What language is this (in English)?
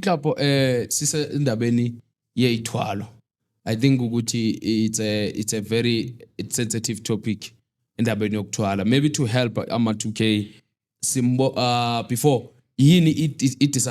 Zulu